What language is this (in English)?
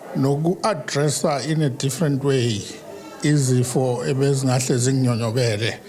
Zulu